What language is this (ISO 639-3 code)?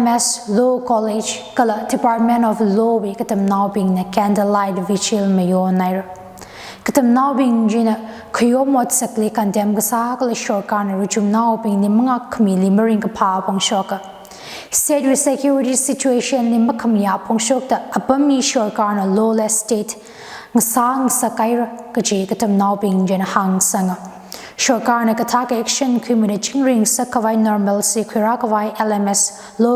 nmf